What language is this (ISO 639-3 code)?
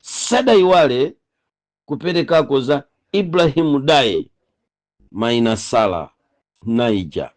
nya